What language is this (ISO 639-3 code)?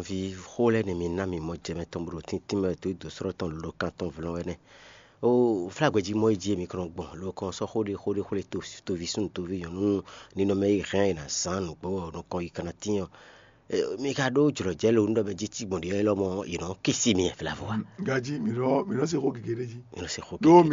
fon